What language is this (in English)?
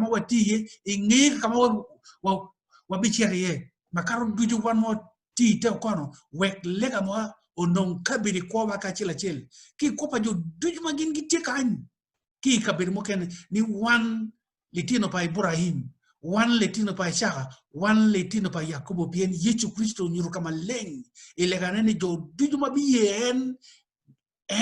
Acoli